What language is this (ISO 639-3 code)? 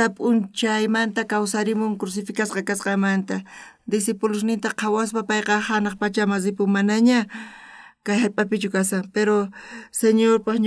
quh